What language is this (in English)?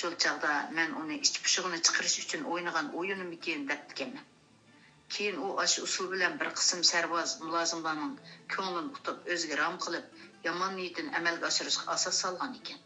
Uyghur